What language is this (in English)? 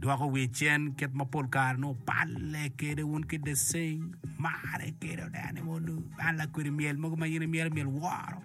Acoli